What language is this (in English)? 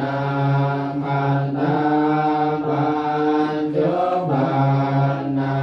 Pali